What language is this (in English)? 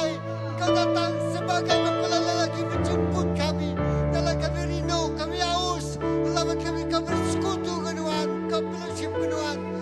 Iban